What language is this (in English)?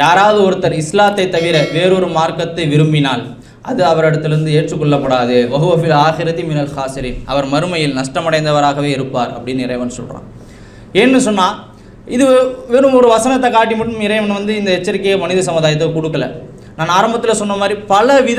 Tamil